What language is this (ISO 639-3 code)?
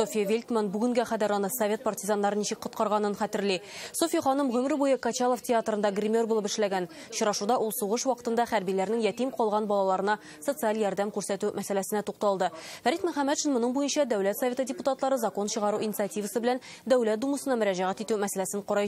tat